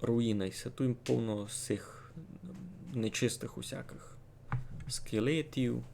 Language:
Rusyn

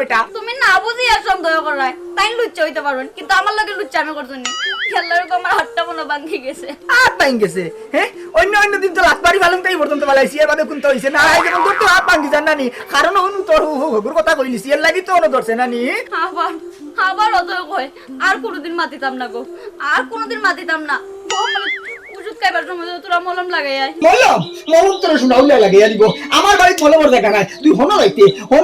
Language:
Sylheti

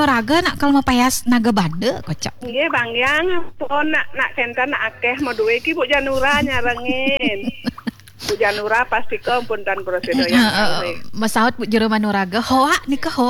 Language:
Balinese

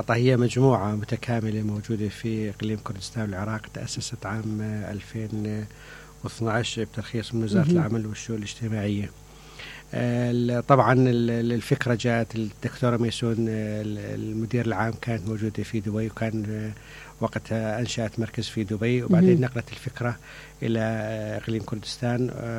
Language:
Mesopotamian Arabic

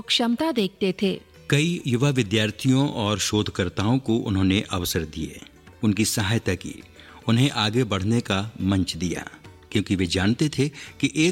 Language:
Hindi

